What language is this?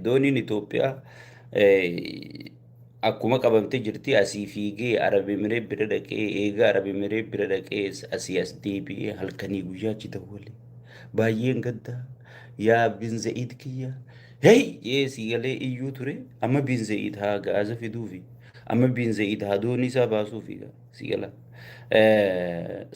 Oromo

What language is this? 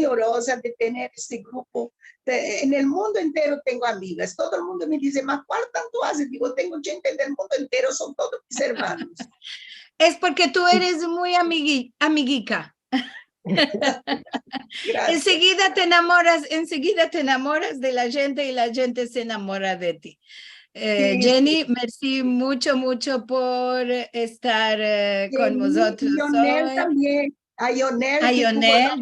Ladino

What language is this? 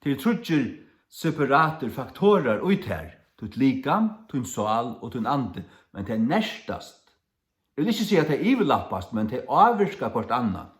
Faroese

